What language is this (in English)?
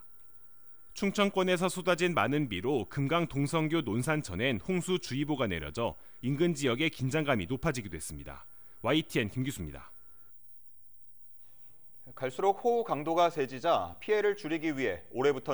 Korean